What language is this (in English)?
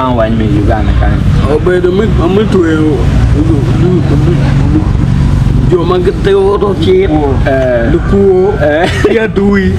Acoli